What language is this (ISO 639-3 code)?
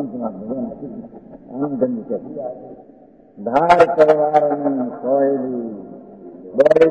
guj